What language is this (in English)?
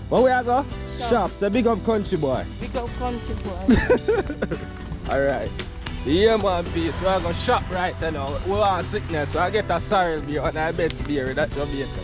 Jamaican Creole English